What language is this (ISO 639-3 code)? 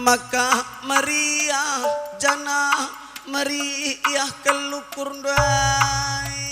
btx